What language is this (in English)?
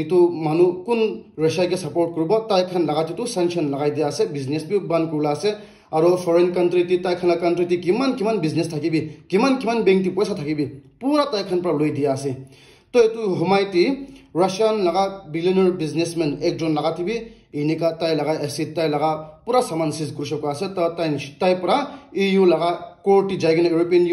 Naga Pidgin